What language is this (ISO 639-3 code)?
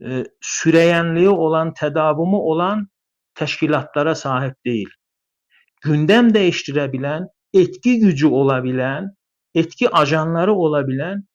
azb